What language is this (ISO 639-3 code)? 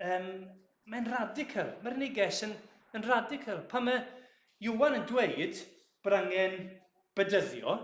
cym